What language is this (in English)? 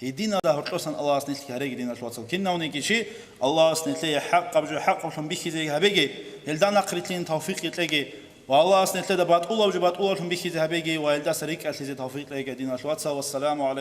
Avaric